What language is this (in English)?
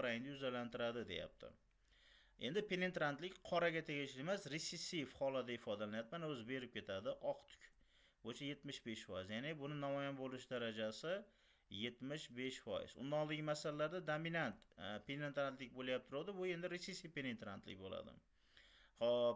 Uzbek